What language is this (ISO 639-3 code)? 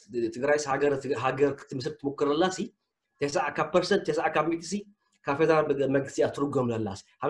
tir